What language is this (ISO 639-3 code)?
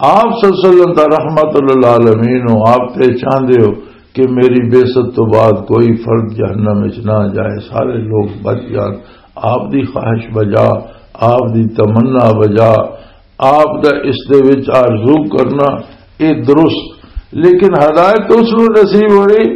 lah